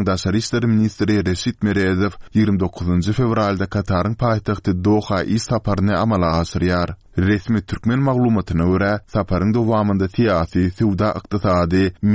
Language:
Turkmen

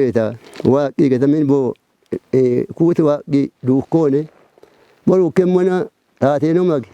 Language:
Kafa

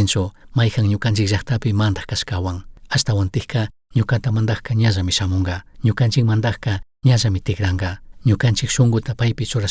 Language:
Chimborazo Highland Quichua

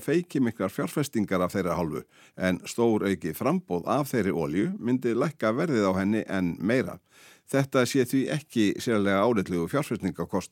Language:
Icelandic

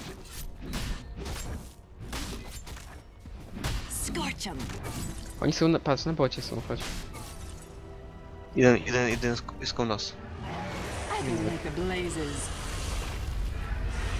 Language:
Polish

